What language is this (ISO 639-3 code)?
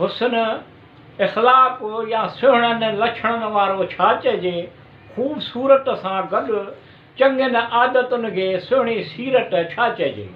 snd